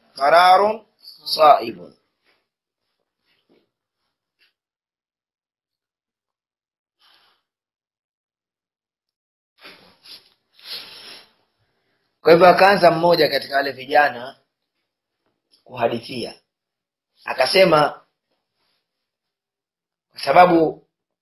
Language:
Swahili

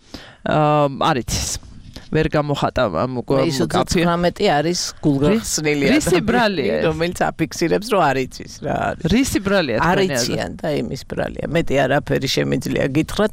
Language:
Georgian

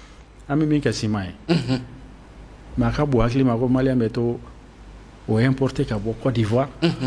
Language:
Bambara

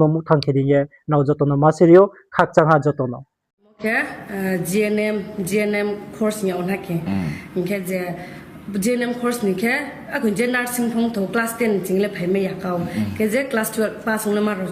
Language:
Riang (India)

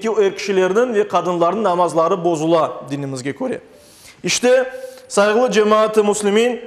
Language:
Crimean Tatar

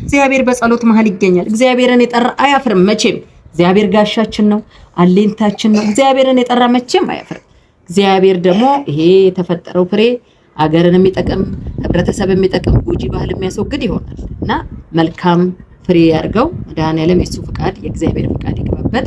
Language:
Amharic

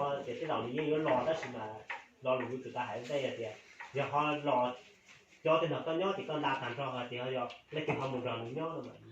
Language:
Hmong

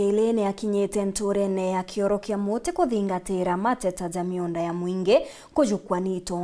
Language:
Meru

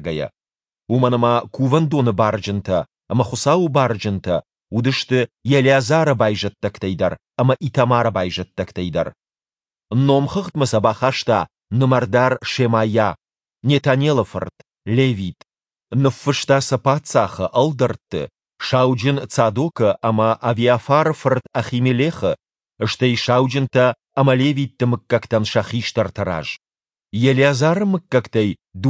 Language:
Ossetic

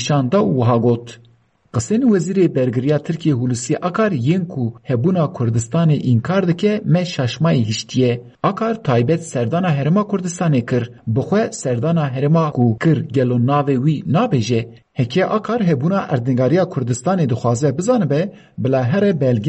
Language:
Kurdish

